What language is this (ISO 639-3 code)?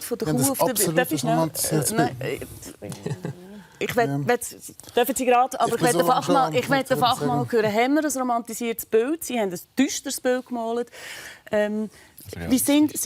gsw